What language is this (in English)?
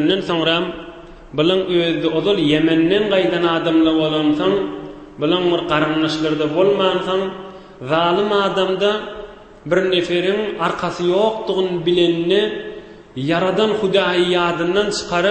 Turkmen